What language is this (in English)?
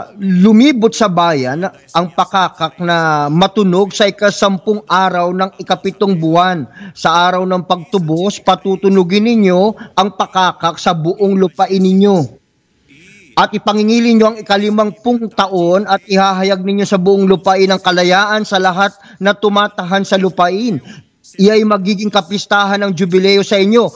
Filipino